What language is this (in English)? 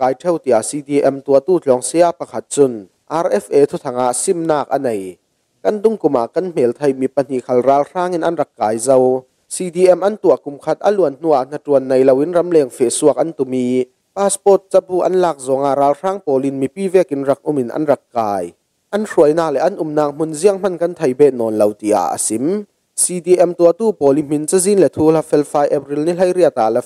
Falam Chin